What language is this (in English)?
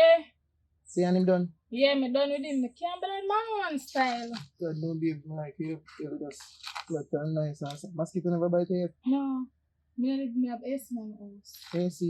Jamaican Creole English